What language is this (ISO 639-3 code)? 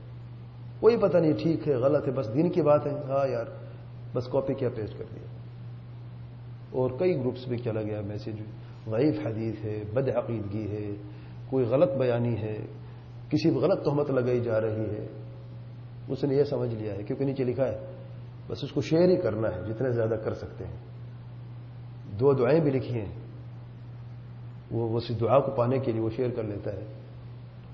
urd